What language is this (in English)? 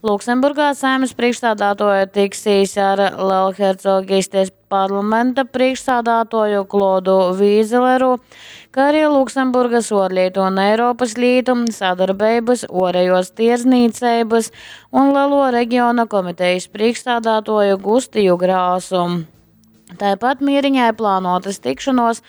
Latgalian